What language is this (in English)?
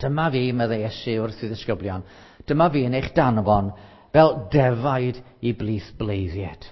Welsh